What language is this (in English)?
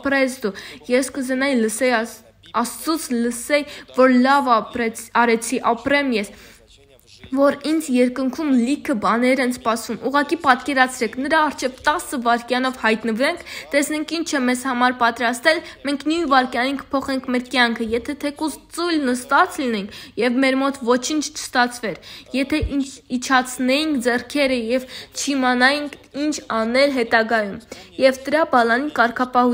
Armenian